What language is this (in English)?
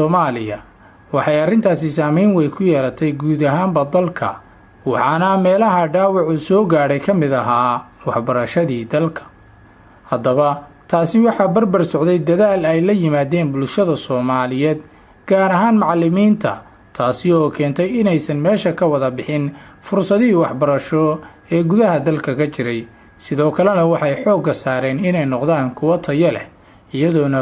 Somali